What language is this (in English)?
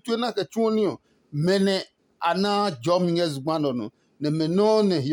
Adangme